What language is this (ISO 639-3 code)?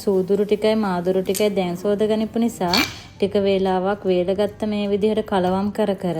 sin